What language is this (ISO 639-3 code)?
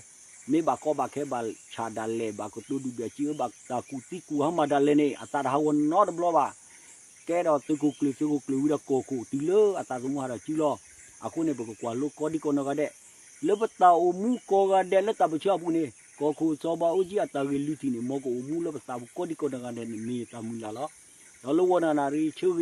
ksw